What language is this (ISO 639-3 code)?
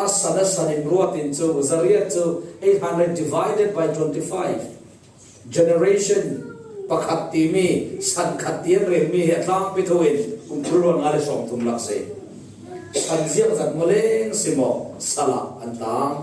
cfm